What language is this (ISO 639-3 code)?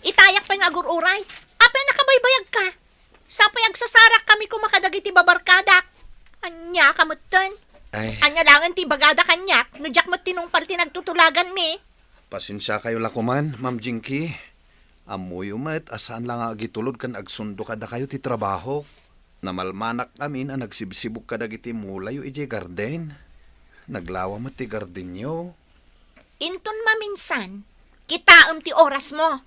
ilo